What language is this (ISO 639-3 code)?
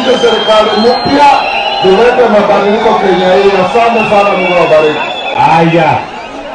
swa